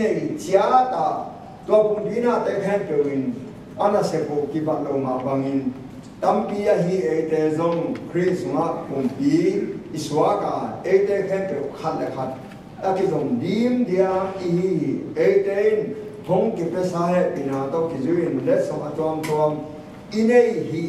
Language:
Tedim Chin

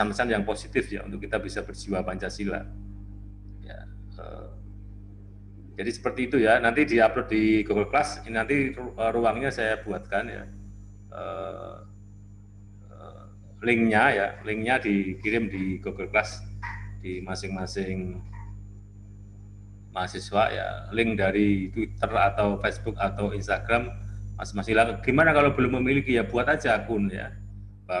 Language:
Indonesian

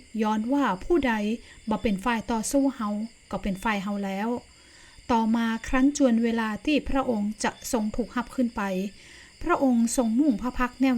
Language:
Northern Thai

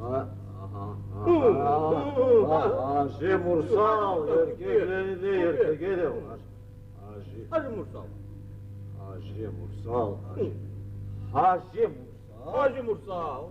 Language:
Kumyk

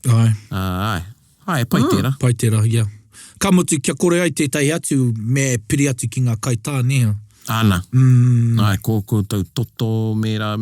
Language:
Māori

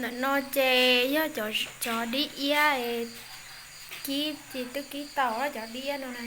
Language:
Hmong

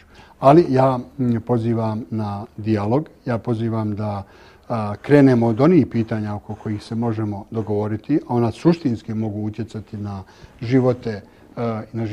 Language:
Bosnian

